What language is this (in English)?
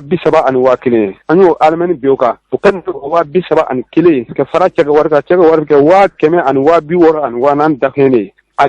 Bambara